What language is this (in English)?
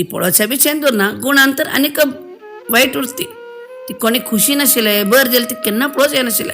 Konkani